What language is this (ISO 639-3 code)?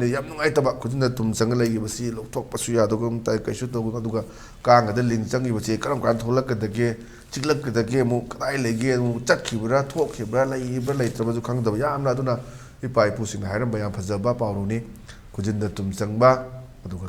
mni